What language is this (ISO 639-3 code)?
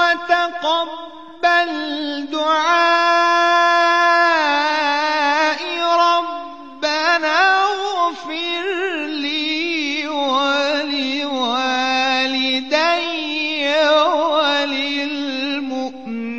fas